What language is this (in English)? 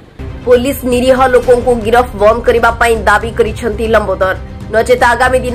Odia